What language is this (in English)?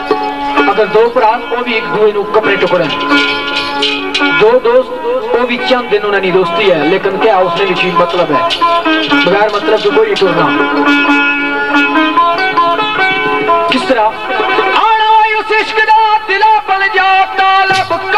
Urdu